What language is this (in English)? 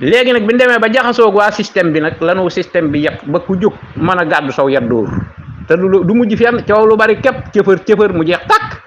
Wolof